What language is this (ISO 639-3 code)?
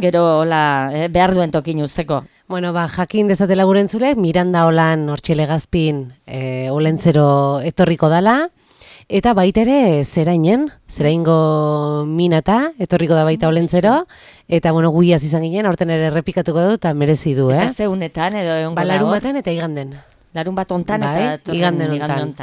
eus